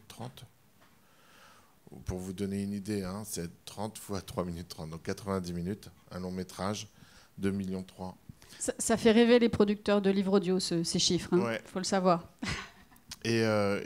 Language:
French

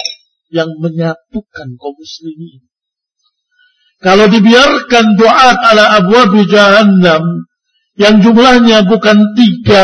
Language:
Indonesian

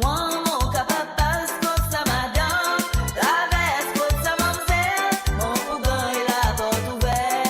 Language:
Morisyen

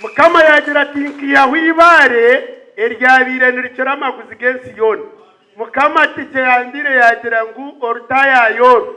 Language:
Nyankole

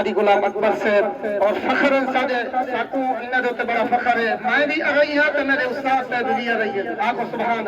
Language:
Saraiki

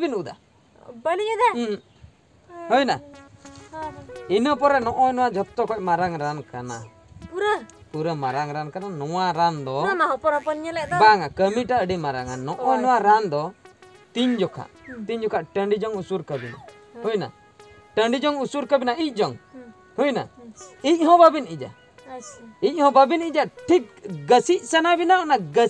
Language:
Santali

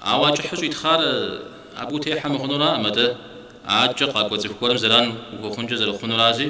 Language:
Kabardian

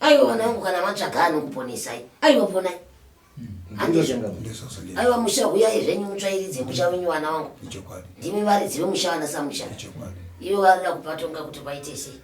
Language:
Shona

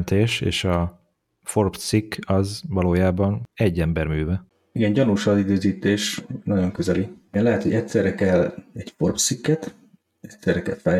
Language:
Hungarian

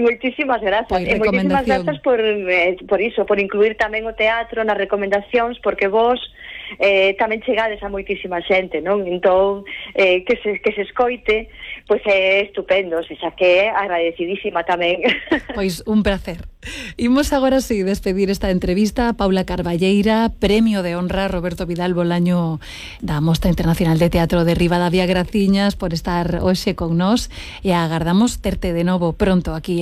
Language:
Galician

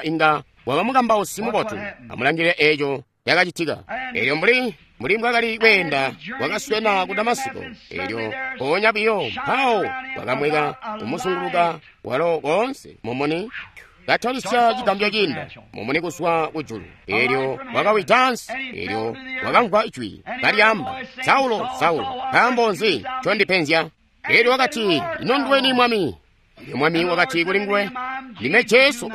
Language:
Tonga (Zambia)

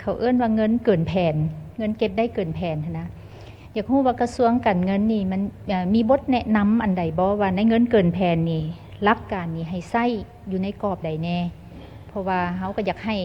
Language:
Lao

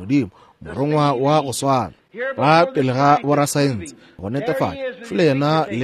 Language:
Northern Sotho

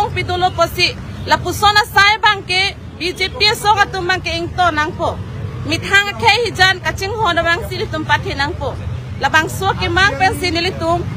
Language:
Karbi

